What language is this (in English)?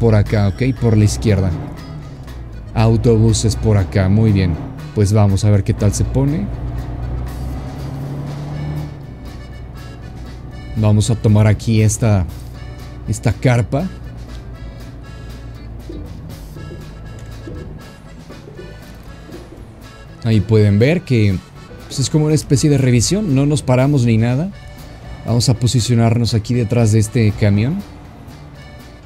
Spanish